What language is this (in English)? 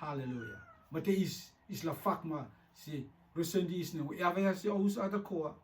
Rotuman